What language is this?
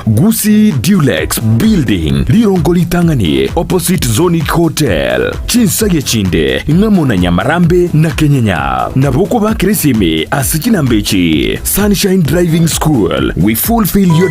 Gusii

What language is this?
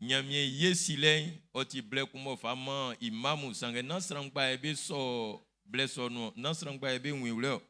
Baoulé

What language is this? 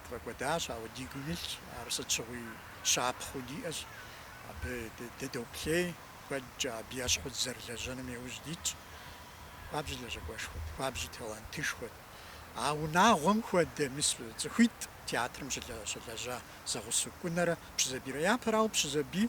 Kabardian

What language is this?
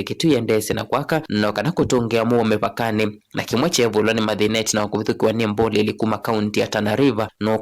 Kamba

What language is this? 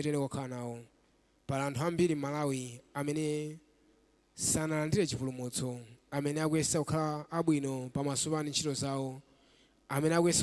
Nyanja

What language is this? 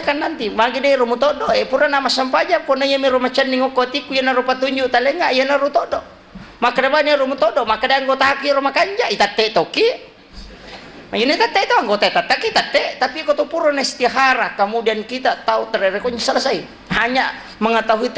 Buginese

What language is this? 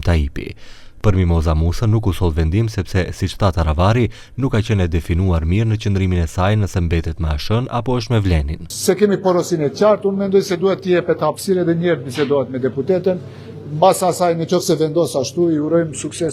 Albanian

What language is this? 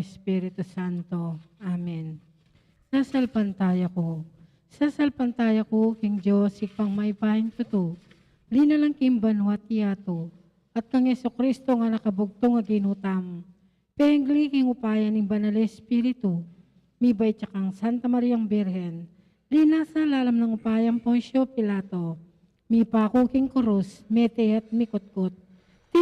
Pampanga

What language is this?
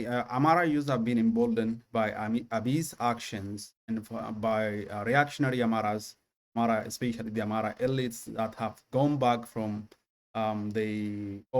English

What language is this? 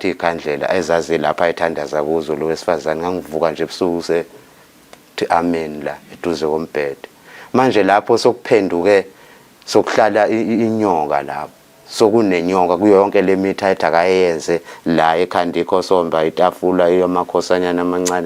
Zulu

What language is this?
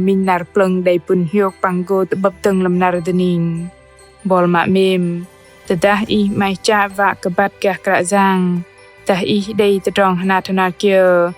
Bahnar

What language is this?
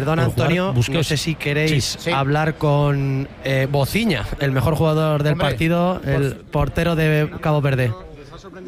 Spanish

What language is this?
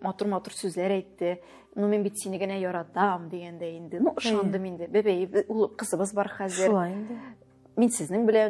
Tatar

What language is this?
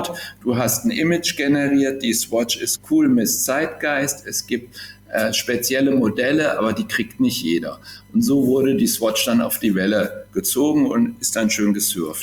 German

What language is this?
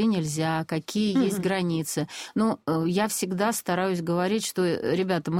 Russian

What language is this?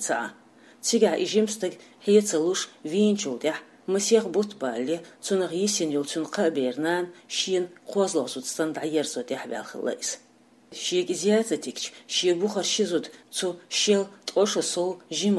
Chechen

